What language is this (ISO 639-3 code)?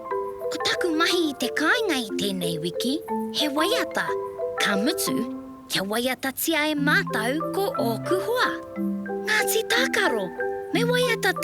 mri